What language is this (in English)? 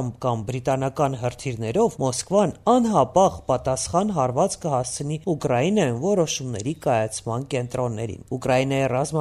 Armenian